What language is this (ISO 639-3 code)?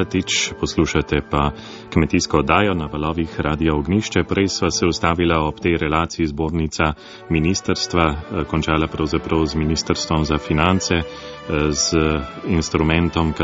slv